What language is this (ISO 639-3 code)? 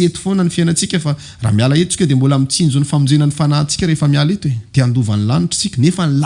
mlg